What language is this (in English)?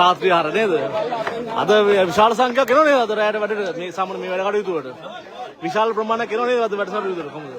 Sinhala